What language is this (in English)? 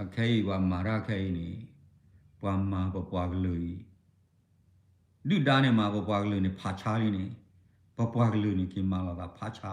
S'gaw Karen